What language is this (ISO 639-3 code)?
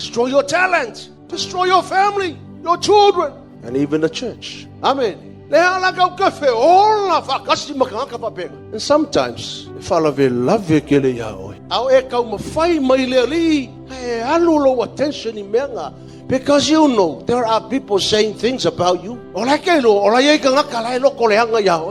smo